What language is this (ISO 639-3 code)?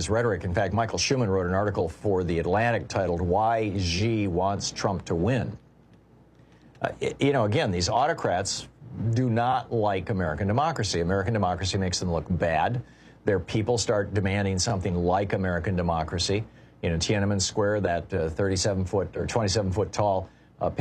eng